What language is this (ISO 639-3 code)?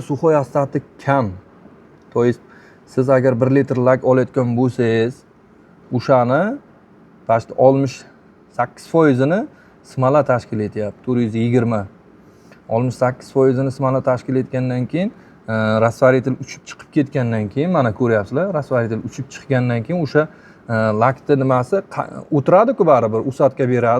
uzb